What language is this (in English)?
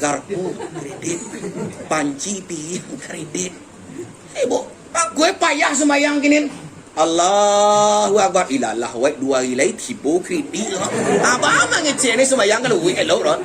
Minangkabau